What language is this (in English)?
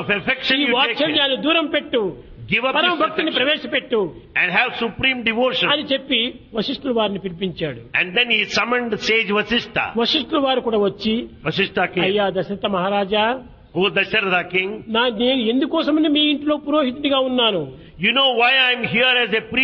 Telugu